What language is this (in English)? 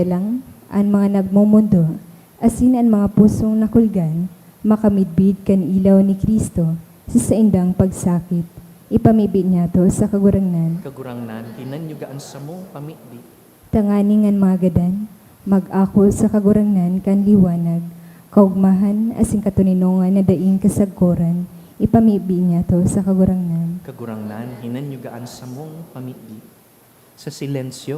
Bikol